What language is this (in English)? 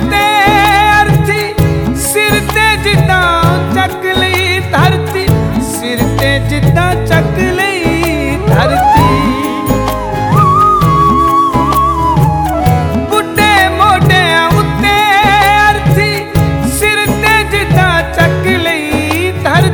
Punjabi